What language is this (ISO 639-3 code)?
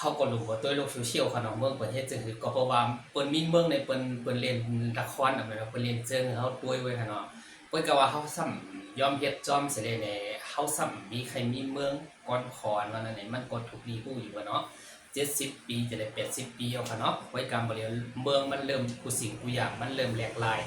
shn